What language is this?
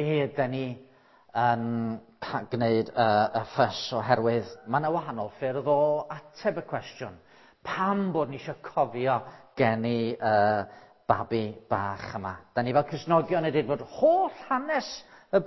Welsh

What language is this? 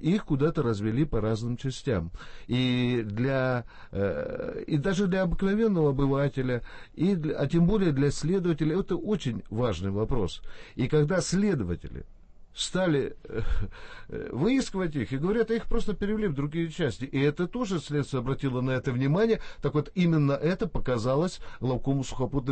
Russian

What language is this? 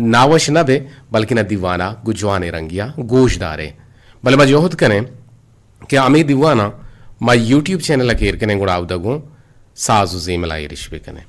Eastern Balochi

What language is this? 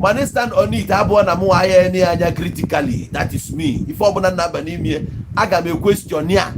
Igbo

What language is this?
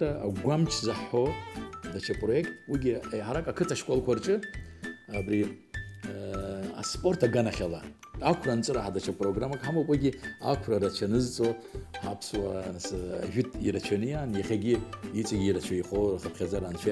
Abkhazian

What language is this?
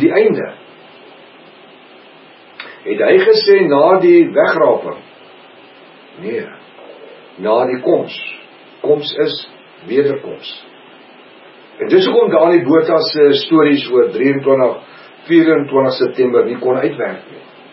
Afrikaans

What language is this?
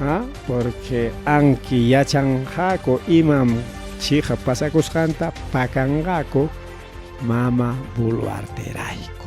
Ayacucho Quechua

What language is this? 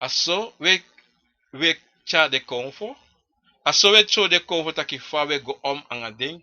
Sranan Tongo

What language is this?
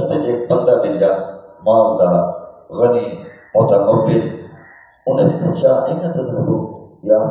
Saraiki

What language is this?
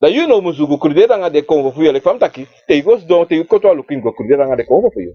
Sranan Tongo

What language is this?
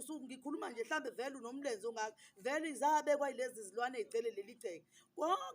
Zulu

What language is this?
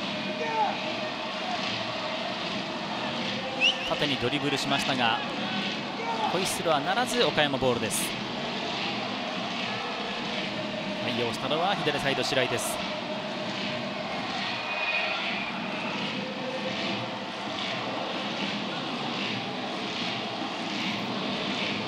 Japanese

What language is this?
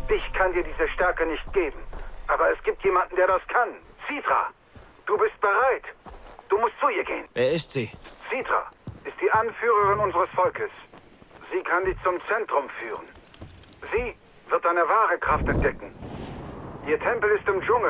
Bavarian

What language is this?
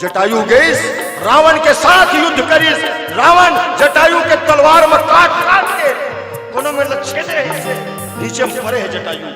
Chhattisgarhi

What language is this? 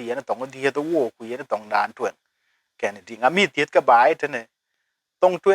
Dinka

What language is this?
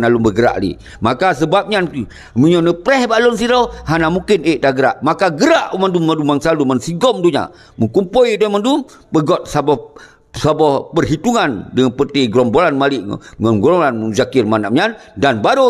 Achinese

